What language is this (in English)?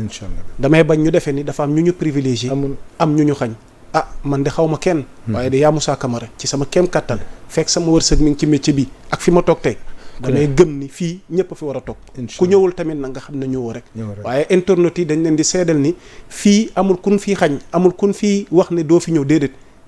Wolof